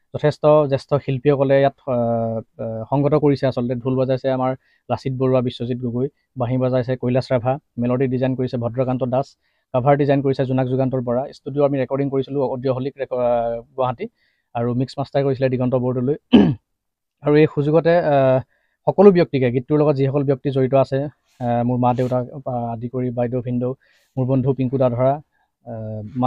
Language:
Assamese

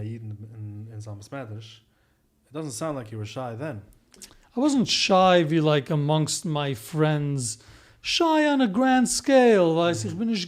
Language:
Yiddish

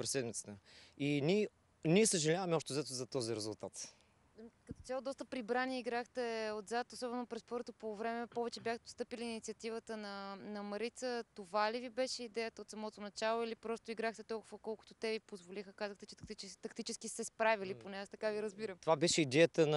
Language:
Bulgarian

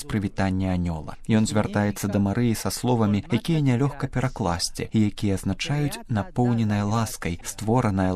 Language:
Belarusian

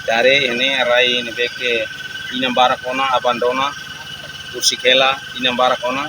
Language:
Tetum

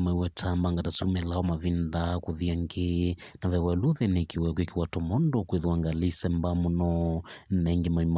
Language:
Kamba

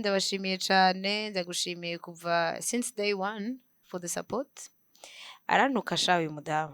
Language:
Rundi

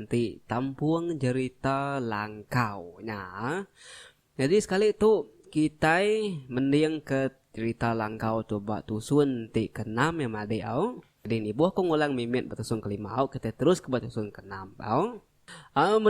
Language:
Iban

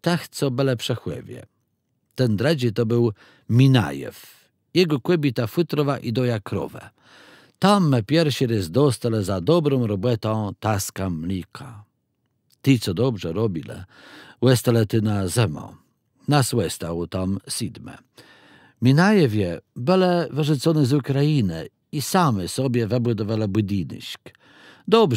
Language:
Kashubian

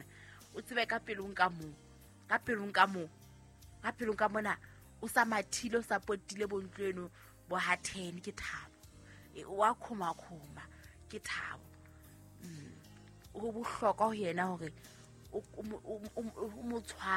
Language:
Southern Sotho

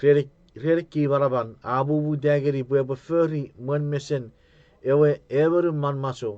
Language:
Chuukese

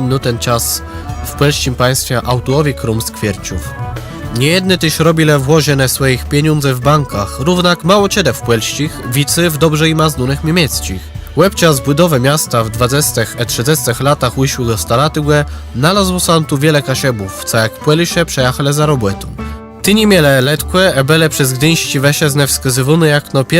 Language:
Kashubian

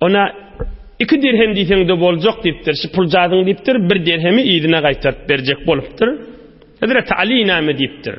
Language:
Turkmen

